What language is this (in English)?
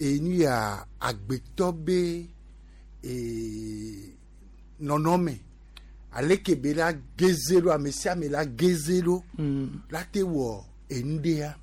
Gen